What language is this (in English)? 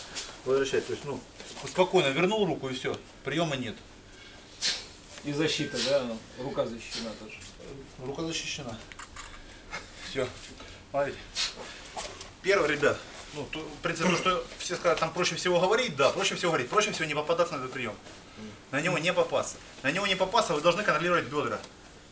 Russian